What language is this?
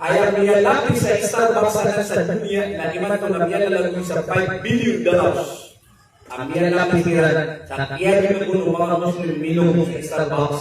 Maranao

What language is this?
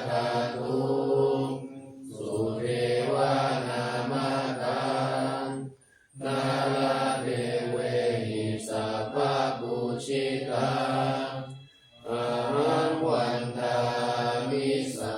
Pali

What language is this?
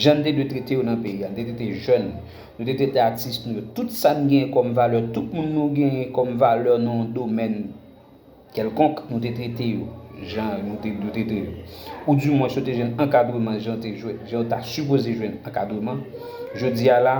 Haitian Creole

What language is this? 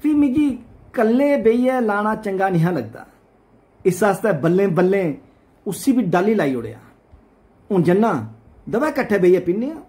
Dogri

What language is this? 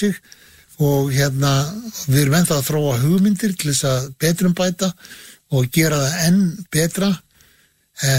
Icelandic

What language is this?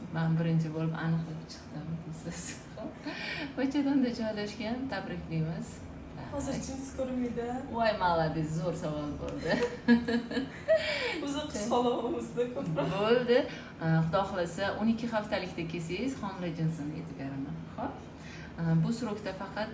Uzbek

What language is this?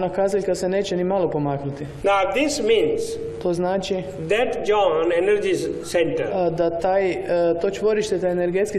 Croatian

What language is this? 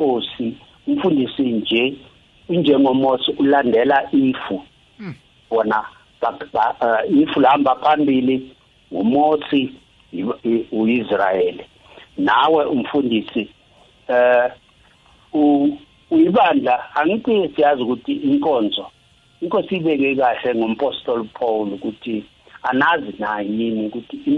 South Ndebele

